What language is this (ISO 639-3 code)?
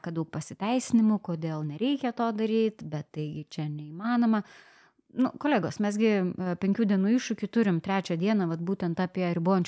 lit